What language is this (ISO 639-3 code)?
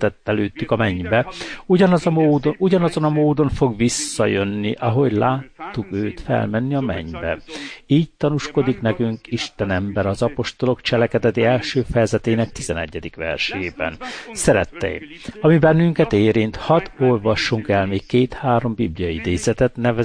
hun